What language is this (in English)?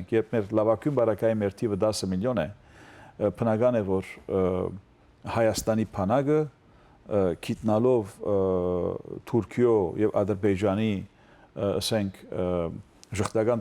Western Armenian